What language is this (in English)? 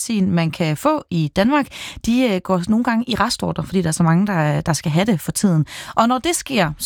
Danish